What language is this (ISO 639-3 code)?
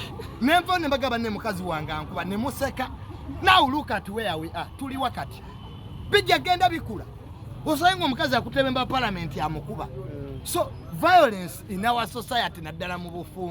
lug